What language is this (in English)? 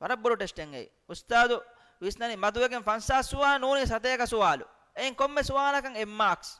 Divehi